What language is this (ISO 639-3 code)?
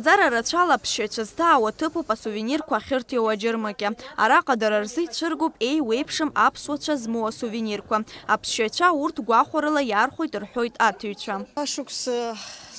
abk